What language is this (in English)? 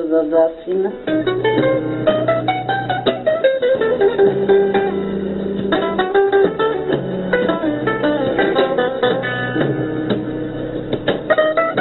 Serbian